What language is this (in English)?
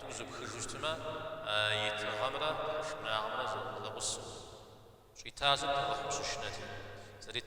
Kabardian